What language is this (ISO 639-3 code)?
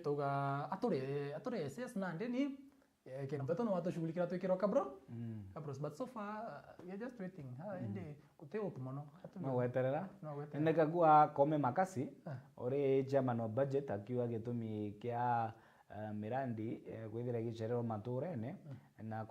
mer